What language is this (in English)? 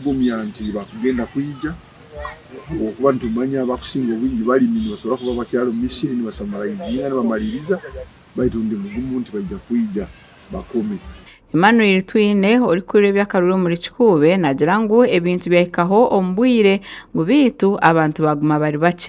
Nyankole